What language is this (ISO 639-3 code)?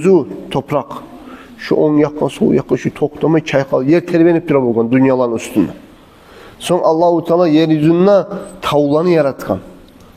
kum